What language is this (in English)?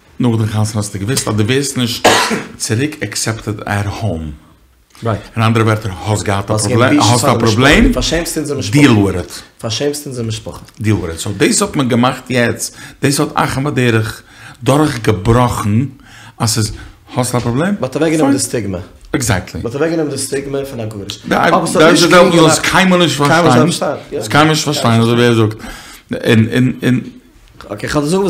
Yiddish